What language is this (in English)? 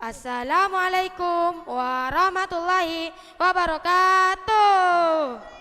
Madurese